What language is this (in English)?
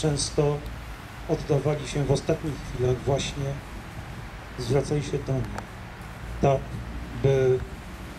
Polish